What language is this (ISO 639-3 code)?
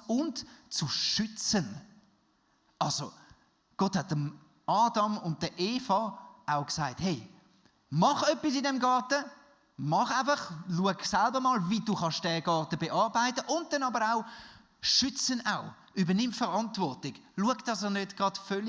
gsw